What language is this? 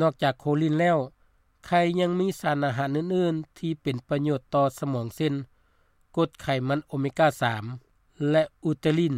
Lao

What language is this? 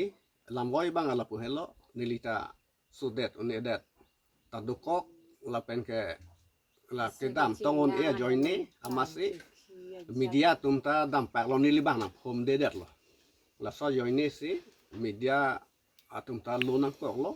Karbi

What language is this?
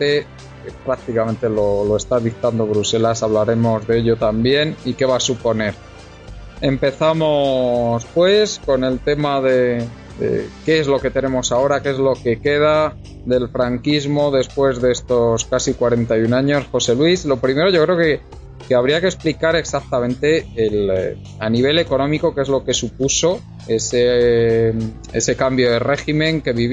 Spanish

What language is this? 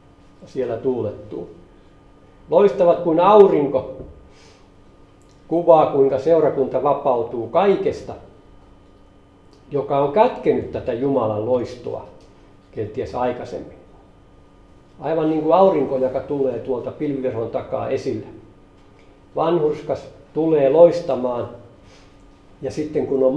Finnish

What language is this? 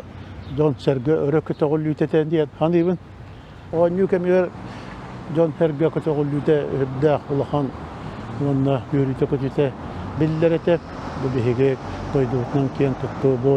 Yakut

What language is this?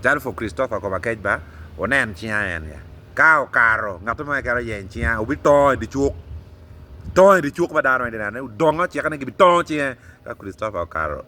Acoli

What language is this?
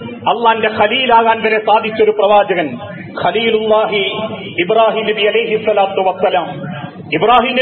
Malayalam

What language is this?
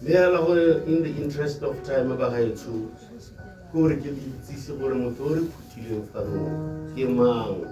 Tswana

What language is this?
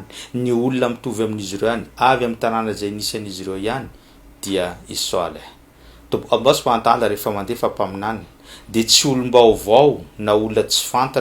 Malagasy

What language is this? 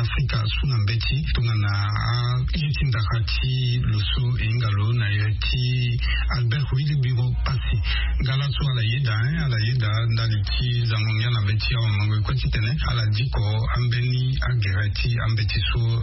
Sango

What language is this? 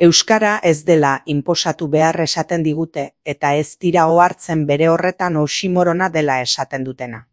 Basque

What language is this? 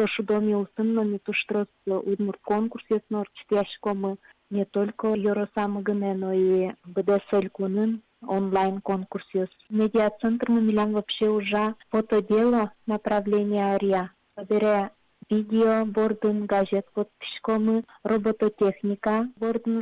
Udmurt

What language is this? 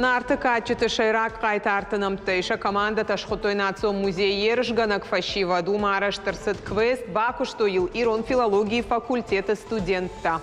Ossetic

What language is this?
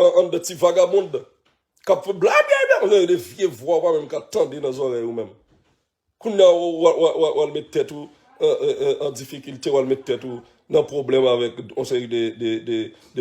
Haitian Creole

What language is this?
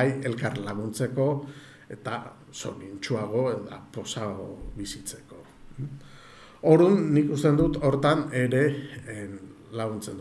Basque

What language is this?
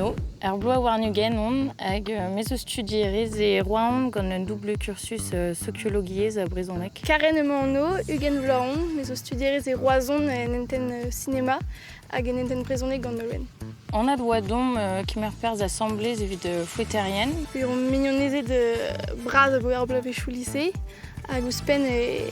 Breton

